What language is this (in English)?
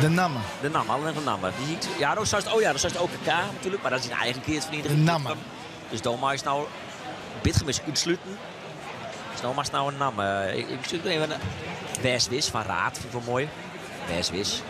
Western Frisian